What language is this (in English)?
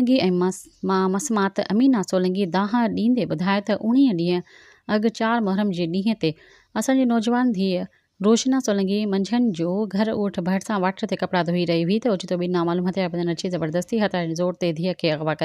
Sindhi